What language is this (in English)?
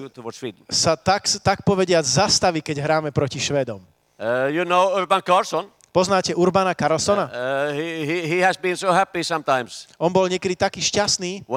Slovak